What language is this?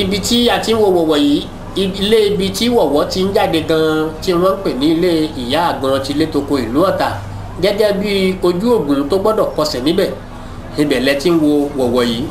Yoruba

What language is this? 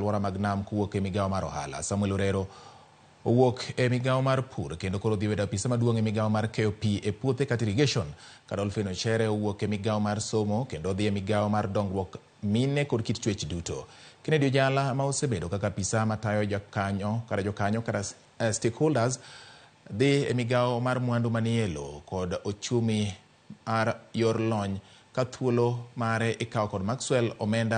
Luo (Kenya and Tanzania)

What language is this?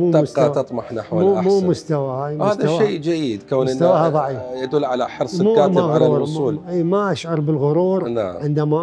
Mesopotamian Arabic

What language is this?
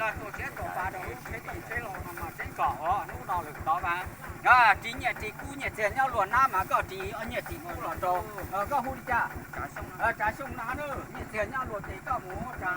Hmong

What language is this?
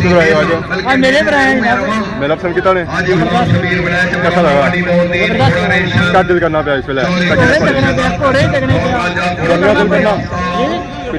Pahari-Potwari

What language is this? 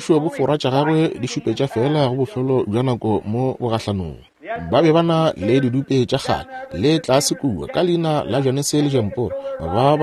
Northern Sotho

